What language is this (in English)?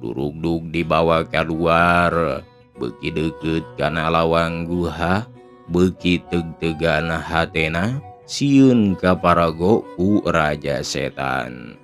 Sundanese